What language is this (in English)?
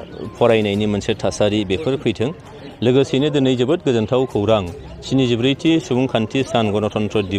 Bodo